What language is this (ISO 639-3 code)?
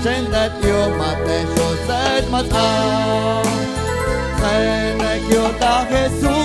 amu